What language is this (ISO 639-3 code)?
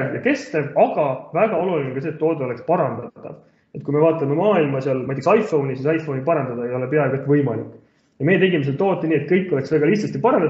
est